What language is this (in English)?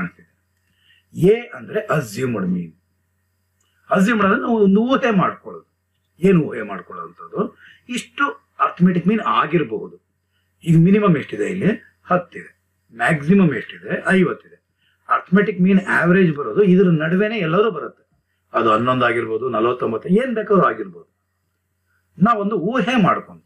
Kannada